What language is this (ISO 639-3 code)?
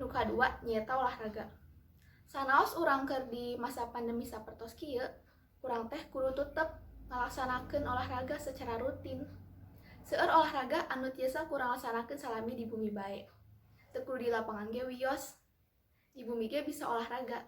sun